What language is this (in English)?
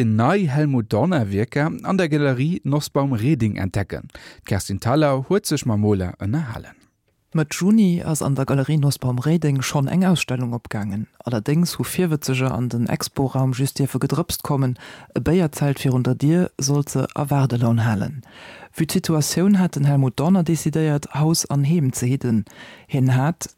Luxembourgish